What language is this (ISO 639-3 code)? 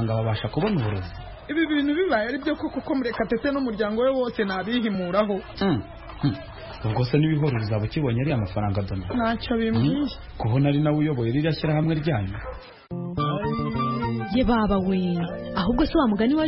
kin